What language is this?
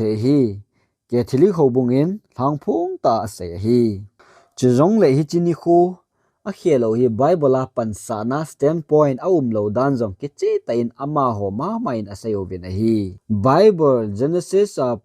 Thado Chin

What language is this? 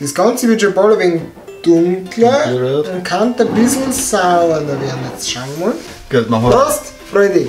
Bavarian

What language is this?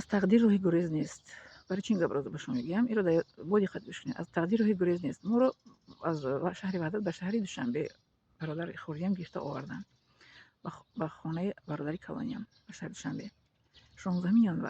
Tajik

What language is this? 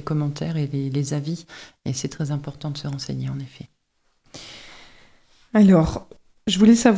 French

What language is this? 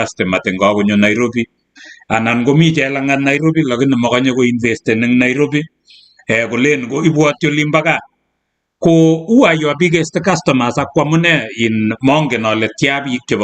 Kalenjin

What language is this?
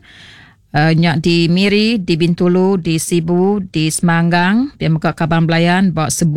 Iban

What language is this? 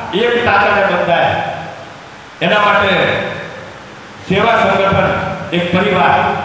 Gujarati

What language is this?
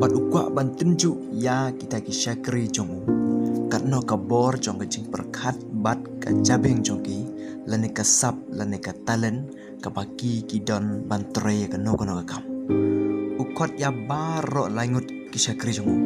Khasi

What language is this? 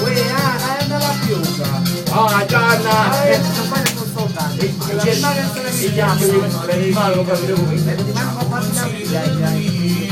Neapolitan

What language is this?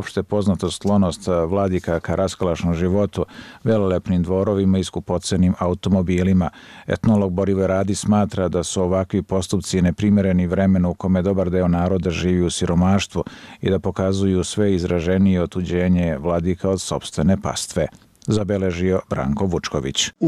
Serbian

